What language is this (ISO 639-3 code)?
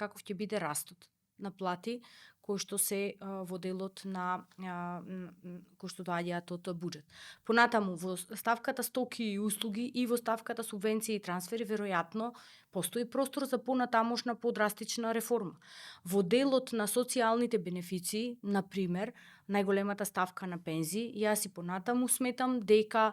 mkd